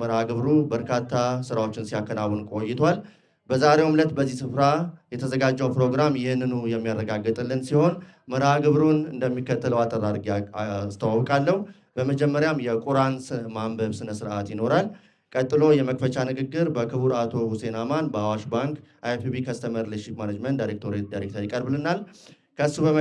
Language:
Amharic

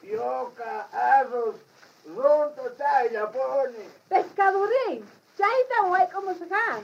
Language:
South Bolivian Quechua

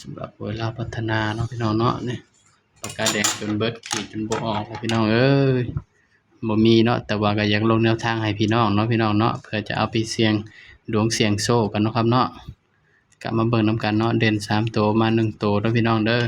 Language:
Northeastern Thai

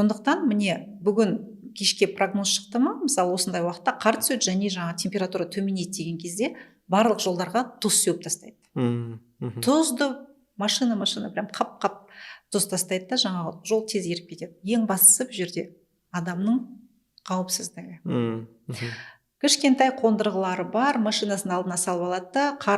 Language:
Kazakh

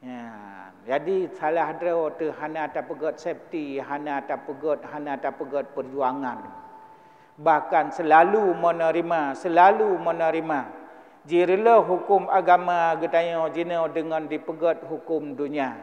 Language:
Achinese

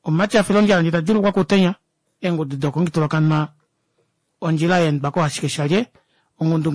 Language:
Kuanyama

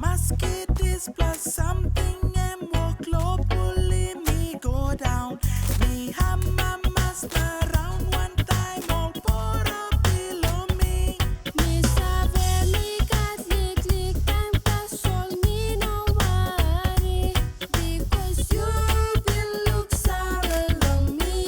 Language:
Tok Pisin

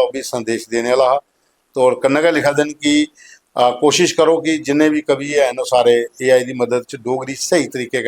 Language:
Dogri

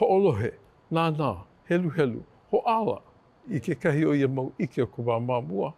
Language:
Hawaiian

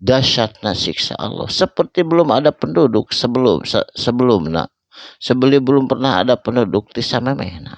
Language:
Sundanese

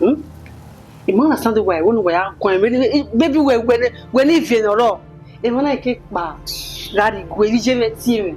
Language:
Bini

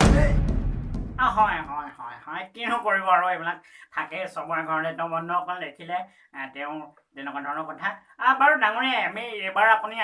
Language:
Assamese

